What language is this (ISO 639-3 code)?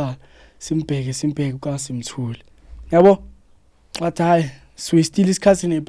zul